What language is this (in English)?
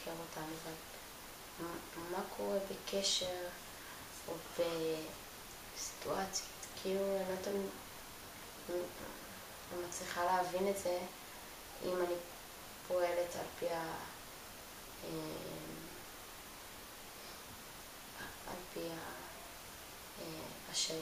Hebrew